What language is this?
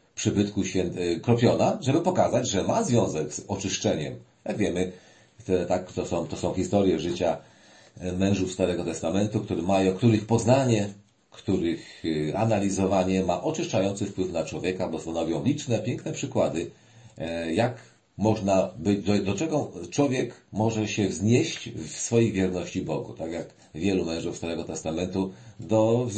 Polish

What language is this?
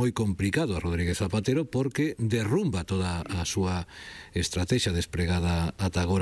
Galician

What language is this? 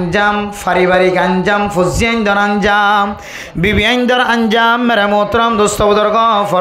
Rohingya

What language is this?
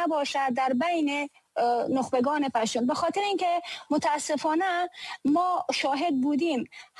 Persian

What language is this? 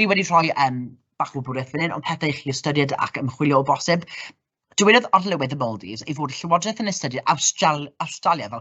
Welsh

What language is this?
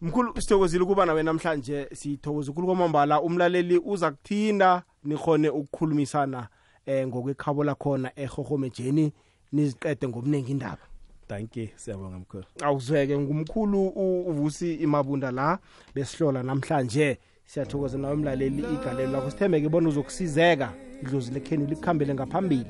South Ndebele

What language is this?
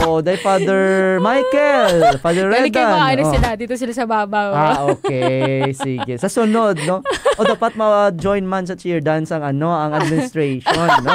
Hiligaynon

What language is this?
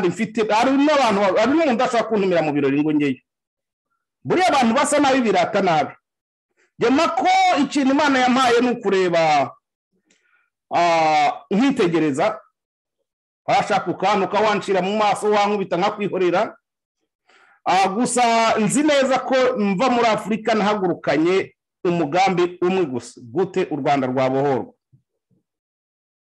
Kinyarwanda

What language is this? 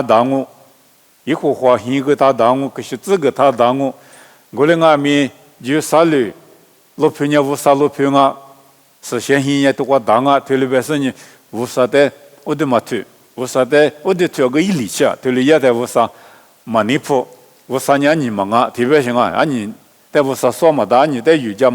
Lisu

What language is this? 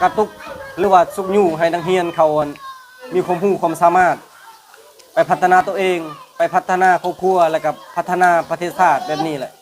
Lao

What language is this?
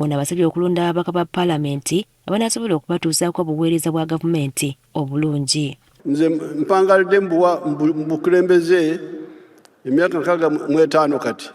Ganda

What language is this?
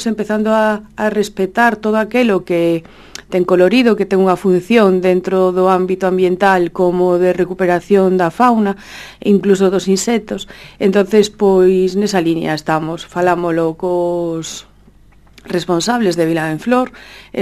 Galician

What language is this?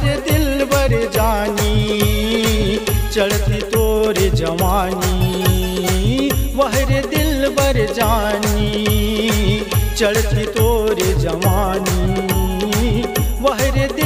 Chhattisgarhi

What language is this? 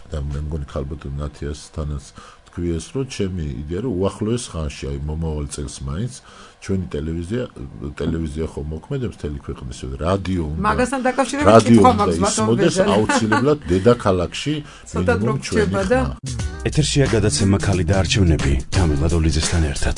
Georgian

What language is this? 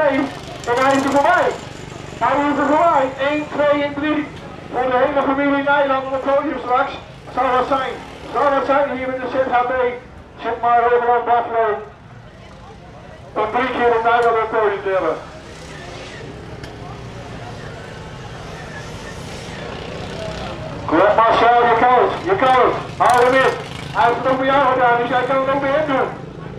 Dutch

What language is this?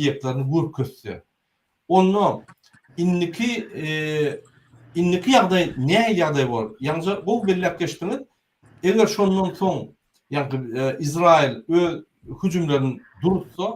Turkmen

